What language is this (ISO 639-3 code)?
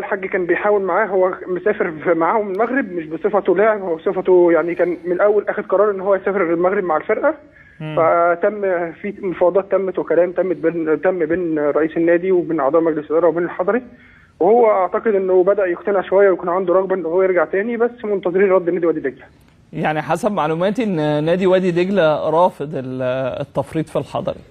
arz